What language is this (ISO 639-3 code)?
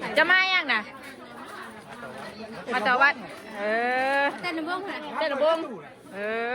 tts